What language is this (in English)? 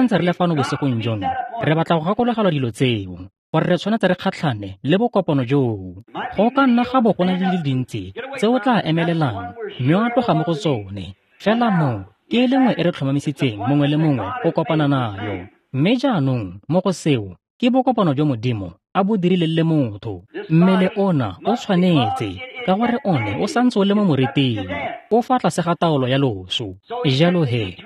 Tswana